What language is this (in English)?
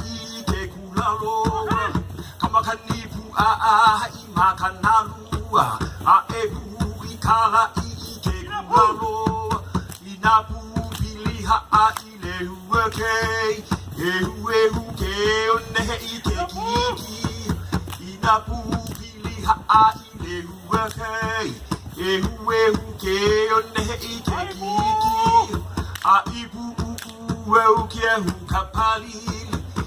Hawaiian